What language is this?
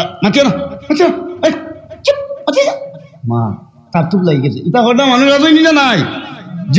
Sylheti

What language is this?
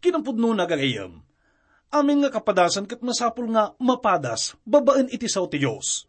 Iloko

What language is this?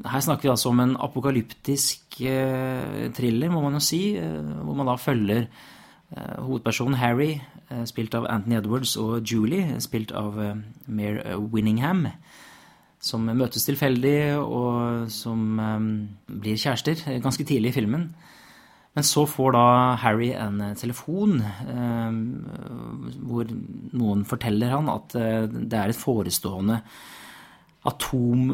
Norwegian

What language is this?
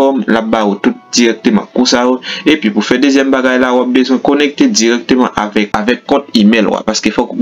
Haitian Creole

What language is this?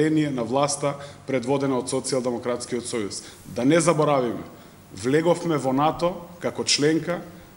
Macedonian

